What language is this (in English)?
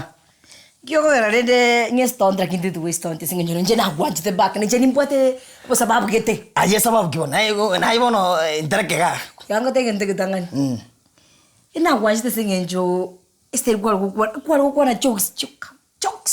Gusii